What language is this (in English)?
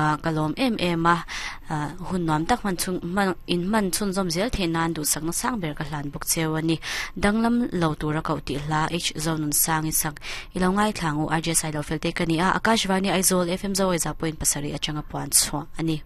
Mizo